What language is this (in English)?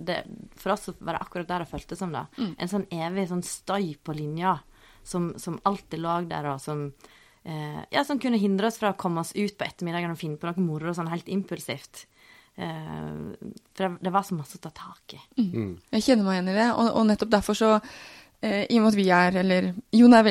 Norwegian